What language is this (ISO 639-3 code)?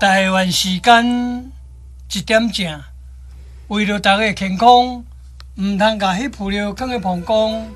nan